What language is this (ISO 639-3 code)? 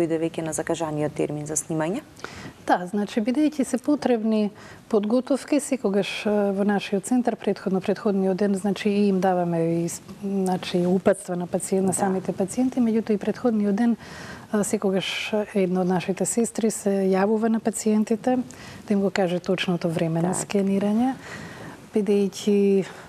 mkd